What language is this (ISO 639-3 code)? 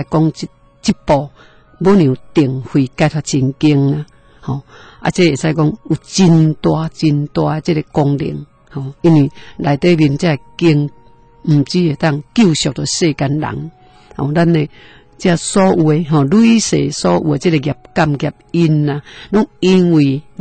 nan